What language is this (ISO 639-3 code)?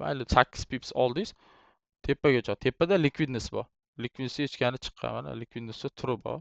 uzb